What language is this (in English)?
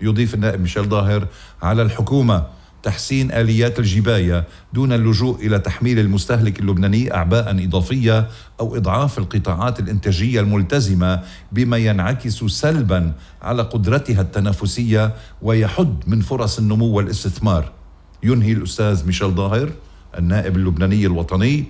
North Levantine Arabic